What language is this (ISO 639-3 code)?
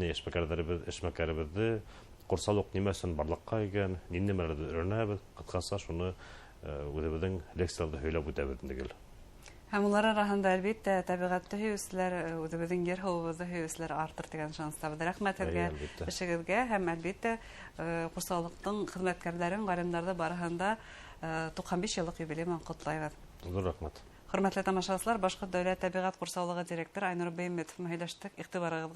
bak